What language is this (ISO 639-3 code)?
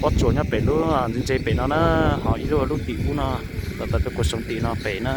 hmn